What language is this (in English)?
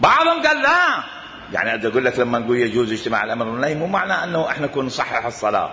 Mesopotamian Arabic